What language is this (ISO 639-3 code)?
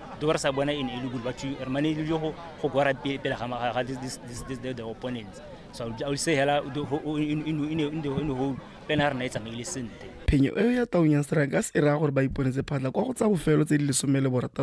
tsn